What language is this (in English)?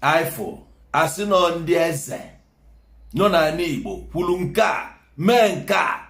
Igbo